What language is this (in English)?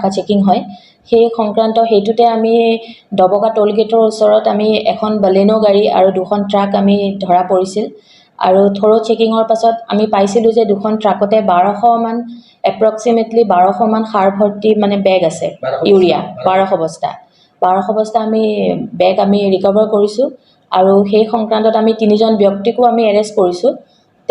Assamese